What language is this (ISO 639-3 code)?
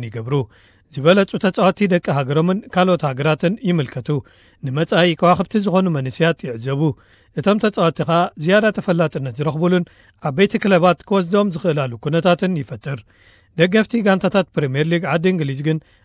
tir